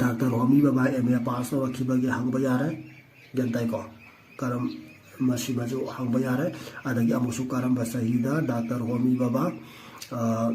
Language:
Manipuri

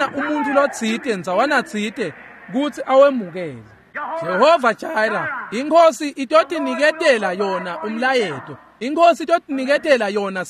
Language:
Swati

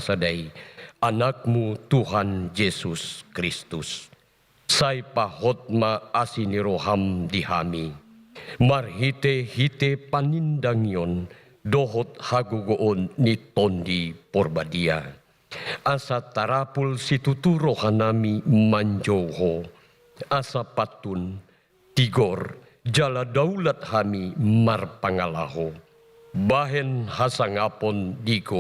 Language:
Batak Toba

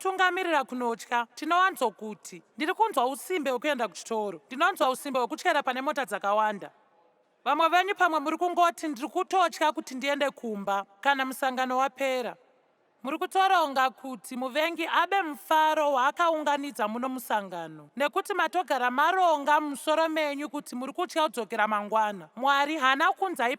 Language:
Shona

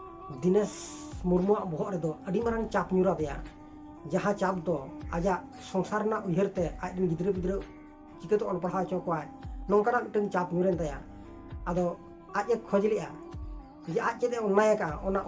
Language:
Santali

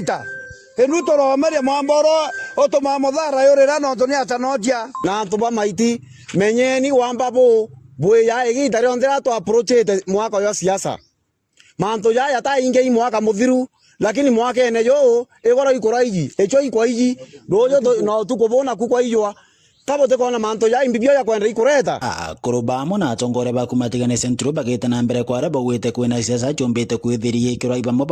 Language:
Meru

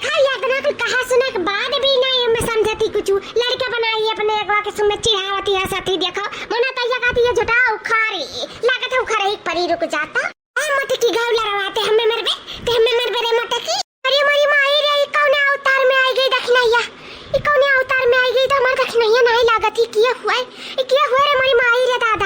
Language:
Awadhi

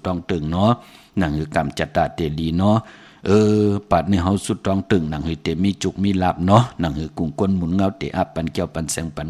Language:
Shan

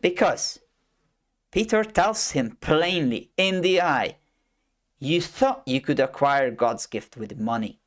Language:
English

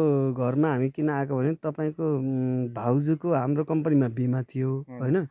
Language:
Nepali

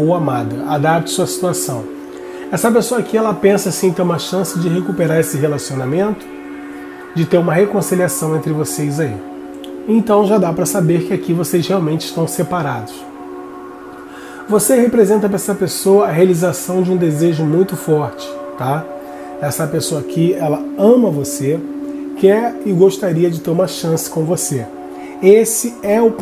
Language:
Portuguese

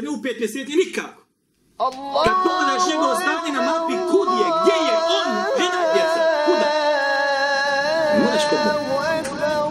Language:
Bosnian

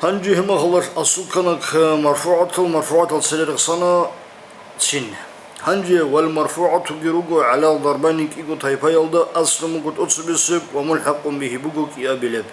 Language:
Avaric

